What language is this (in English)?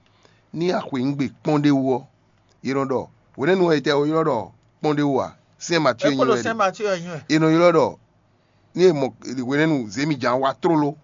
Fon